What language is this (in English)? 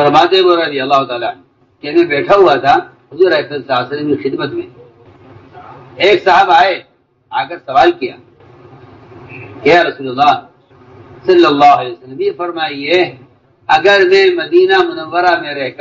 Urdu